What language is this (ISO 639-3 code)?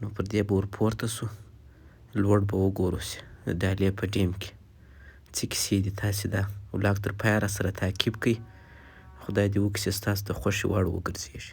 pus